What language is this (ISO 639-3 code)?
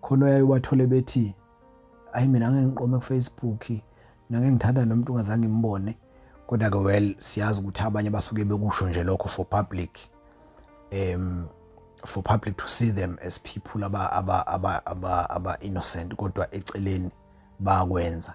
zul